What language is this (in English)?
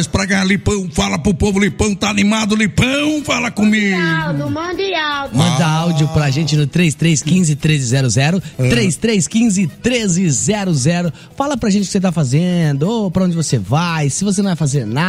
Portuguese